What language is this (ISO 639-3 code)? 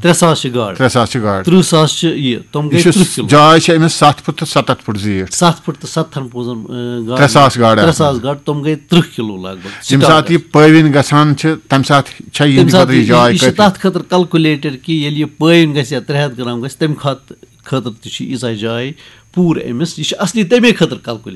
kas